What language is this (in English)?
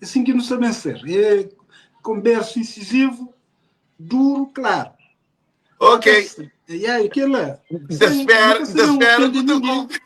Kabuverdianu